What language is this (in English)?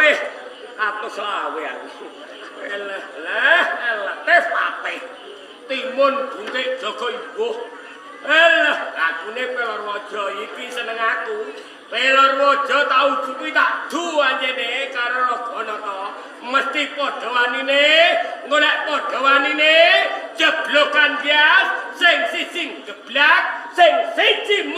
Javanese